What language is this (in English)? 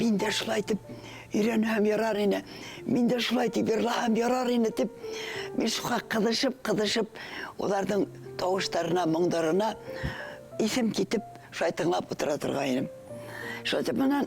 Bashkir